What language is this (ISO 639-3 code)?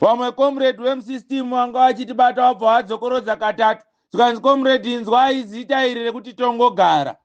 sna